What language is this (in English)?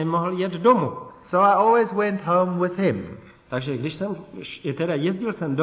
Czech